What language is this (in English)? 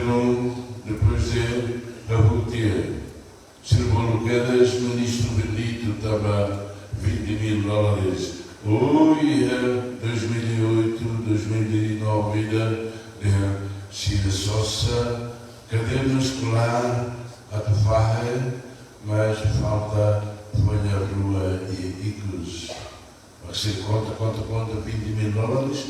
Tetum